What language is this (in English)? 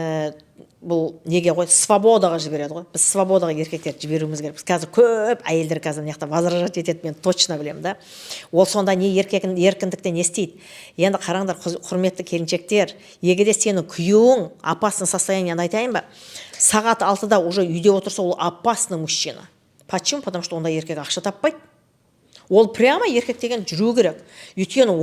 Kazakh